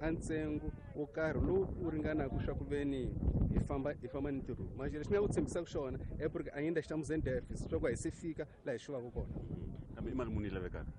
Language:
Tsonga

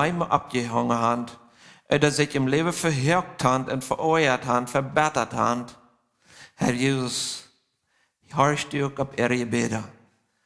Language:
Plautdietsch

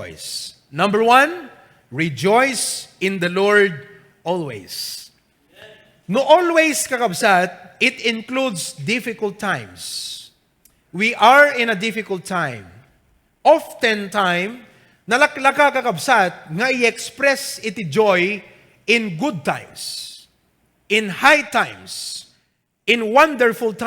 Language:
Iloko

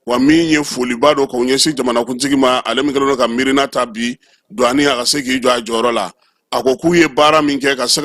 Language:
Bambara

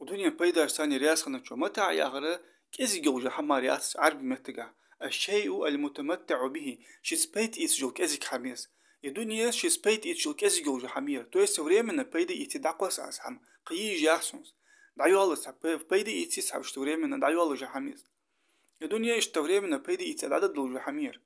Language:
Ingush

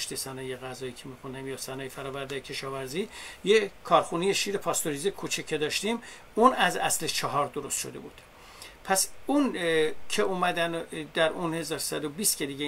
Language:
Persian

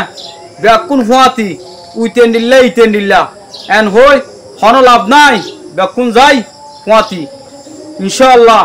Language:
Rohingya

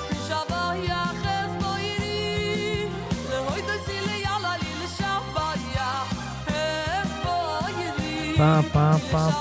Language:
Yiddish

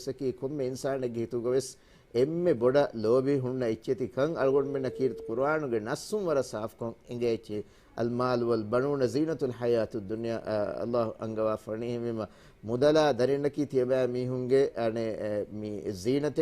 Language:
Divehi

